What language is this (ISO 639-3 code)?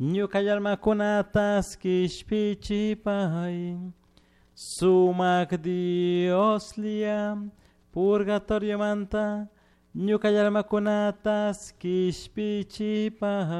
qug